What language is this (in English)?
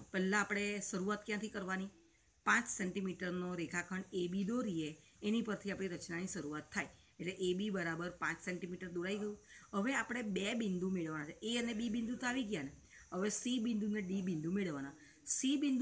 Gujarati